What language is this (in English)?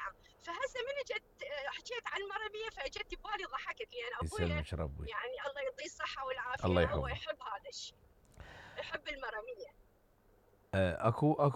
Mesopotamian Arabic